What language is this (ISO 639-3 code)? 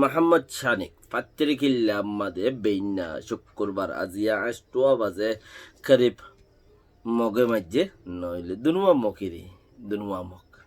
rhg